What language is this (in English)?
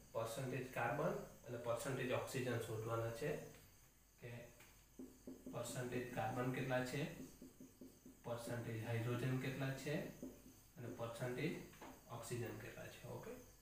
Gujarati